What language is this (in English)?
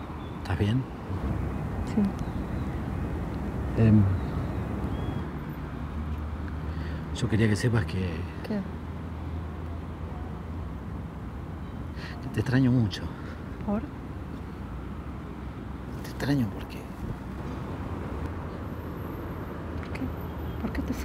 Spanish